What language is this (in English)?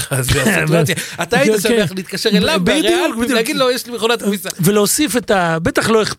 Hebrew